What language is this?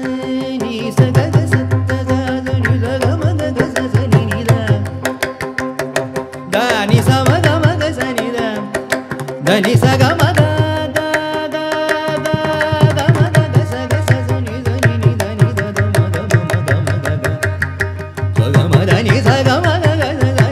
Kannada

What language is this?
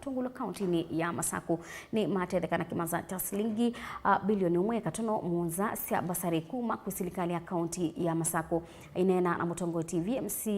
Kamba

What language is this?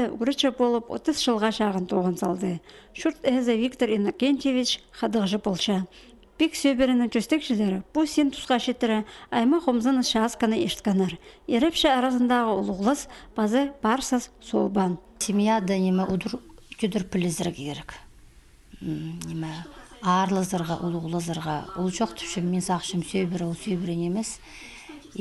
Khakas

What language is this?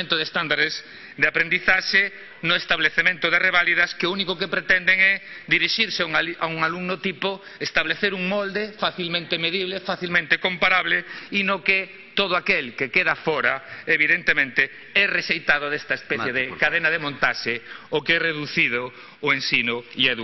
Galician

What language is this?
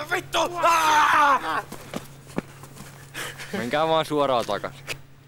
Finnish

